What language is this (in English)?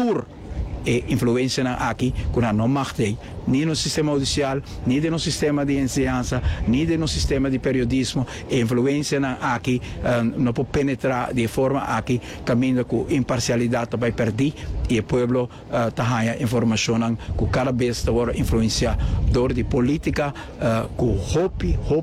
Papiamento